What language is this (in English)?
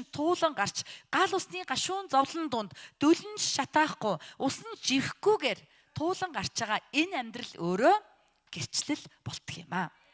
Mongolian